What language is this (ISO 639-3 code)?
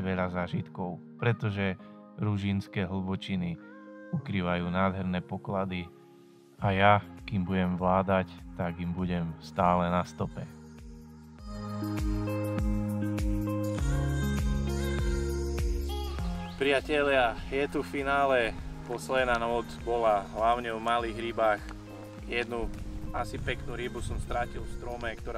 slk